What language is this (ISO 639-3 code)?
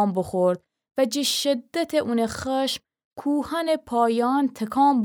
glk